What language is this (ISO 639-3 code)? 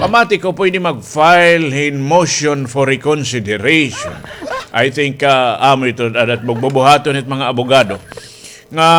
war